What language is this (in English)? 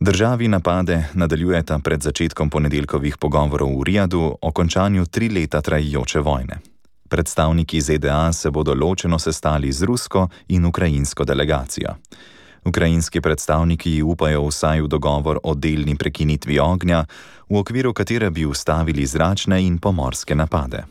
Slovenian